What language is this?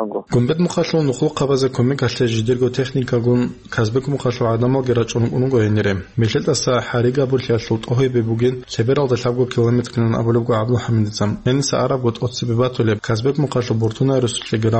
Avaric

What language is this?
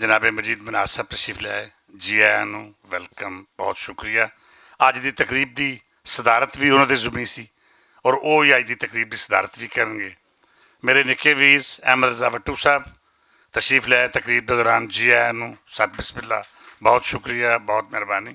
Western Panjabi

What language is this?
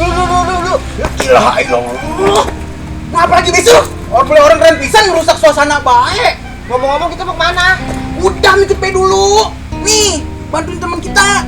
Betawi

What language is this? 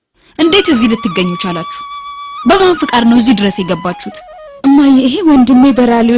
Amharic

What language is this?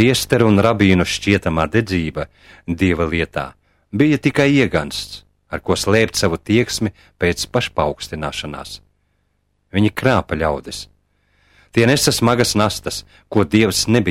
Latvian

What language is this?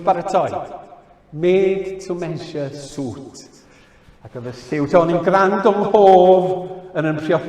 Welsh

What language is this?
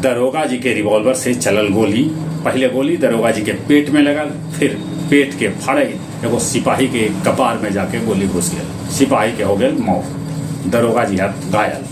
Magahi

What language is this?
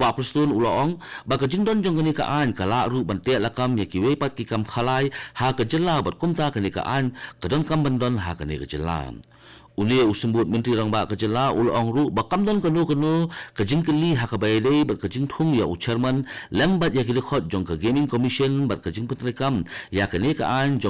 Khasi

